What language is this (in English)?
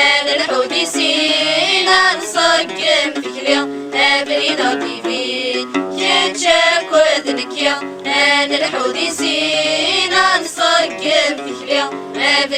Kabyle